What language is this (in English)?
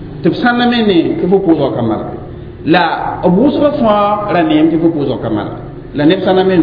Mossi